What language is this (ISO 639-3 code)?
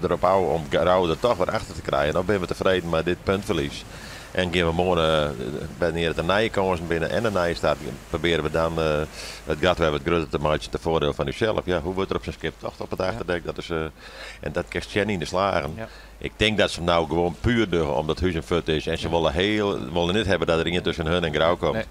fry